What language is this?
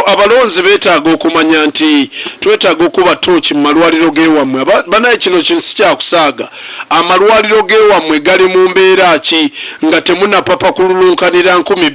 Ganda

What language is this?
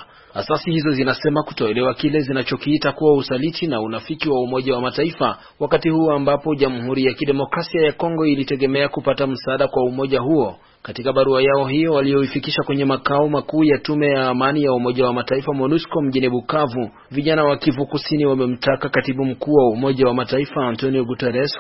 Swahili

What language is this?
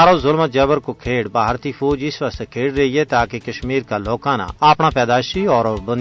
Gujari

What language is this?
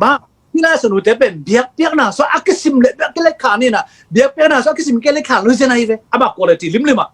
Tedim Chin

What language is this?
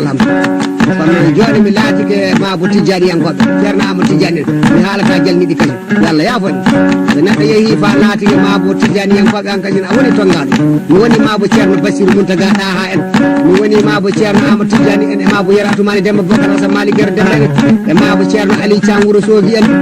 Fula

